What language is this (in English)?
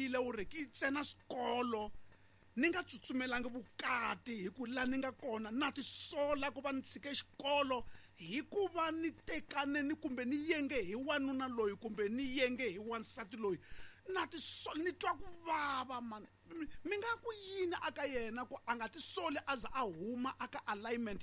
Tsonga